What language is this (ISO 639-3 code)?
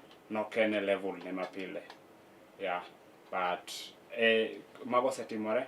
luo